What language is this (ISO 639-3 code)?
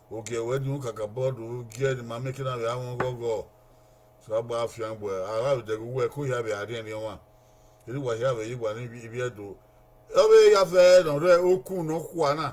bin